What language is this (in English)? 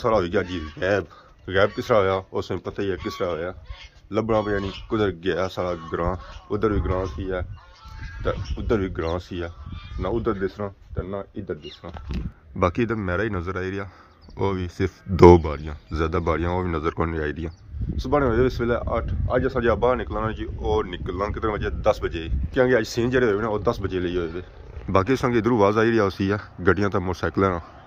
Pahari-Potwari